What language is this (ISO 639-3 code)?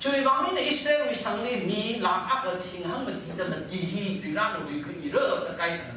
nmf